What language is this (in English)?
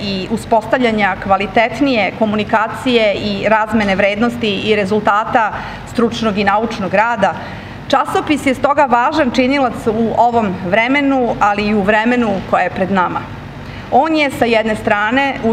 Serbian